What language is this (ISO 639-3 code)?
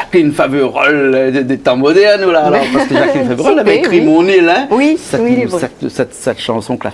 rcf